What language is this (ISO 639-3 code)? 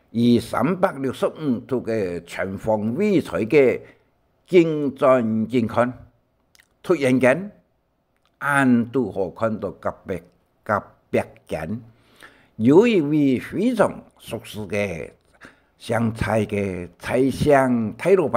hak